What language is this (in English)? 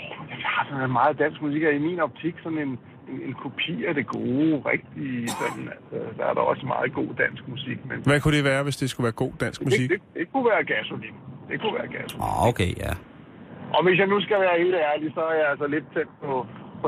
Danish